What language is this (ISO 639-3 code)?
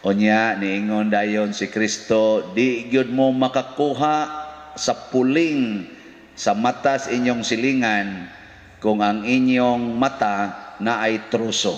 ceb